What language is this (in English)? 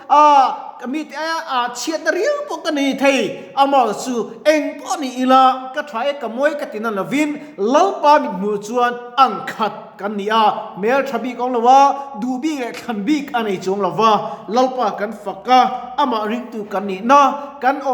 Mizo